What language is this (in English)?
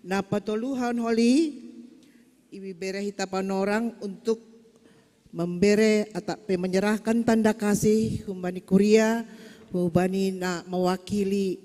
Batak Simalungun